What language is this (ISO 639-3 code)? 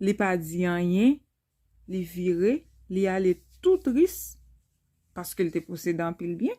hat